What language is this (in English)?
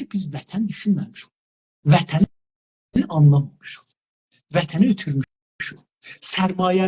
South Azerbaijani